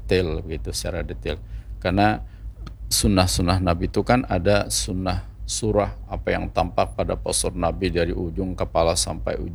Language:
Indonesian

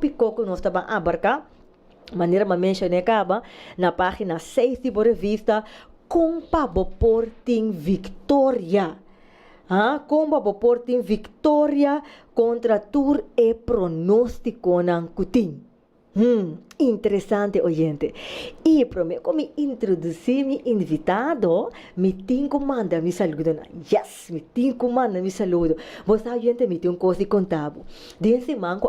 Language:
Papiamento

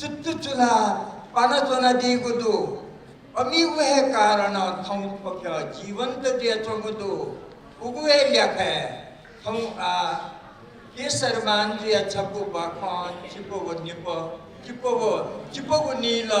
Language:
Newari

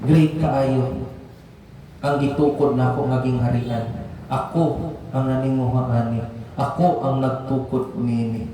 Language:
Cebuano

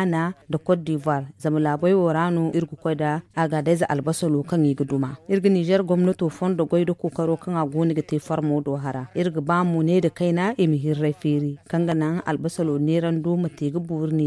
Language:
Zarma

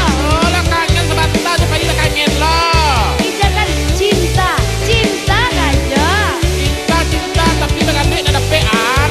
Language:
Minangkabau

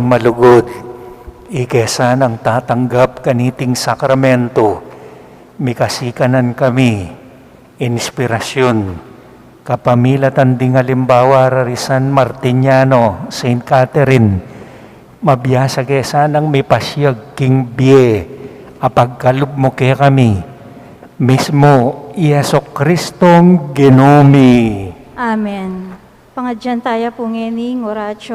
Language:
Pampanga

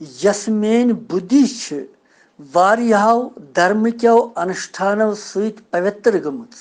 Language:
Kashmiri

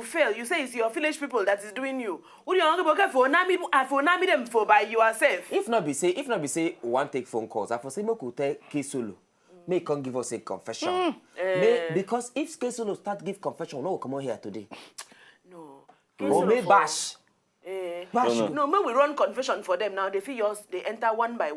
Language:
Nigerian Pidgin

